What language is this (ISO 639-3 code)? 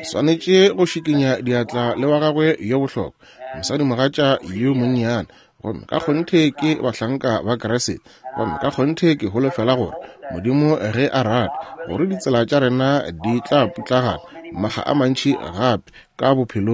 nso